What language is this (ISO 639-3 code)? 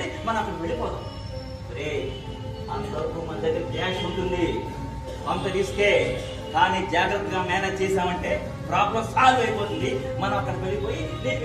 tel